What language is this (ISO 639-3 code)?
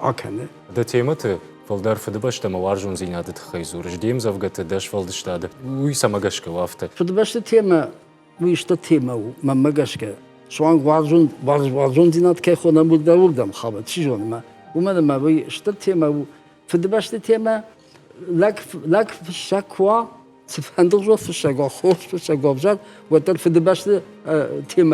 oss